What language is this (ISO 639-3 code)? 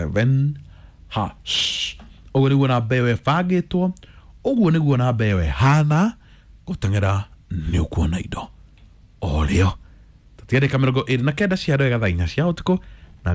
kik